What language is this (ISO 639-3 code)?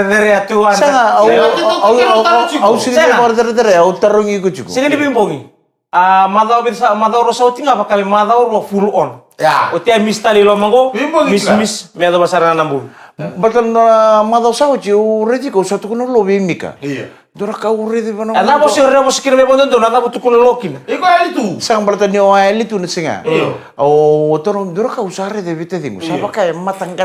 fij